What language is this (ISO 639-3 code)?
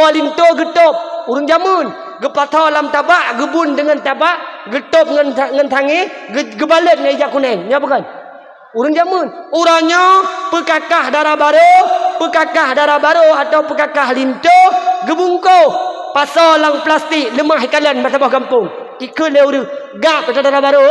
ace